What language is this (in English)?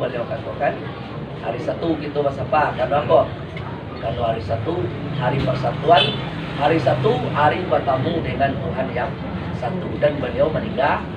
Minangkabau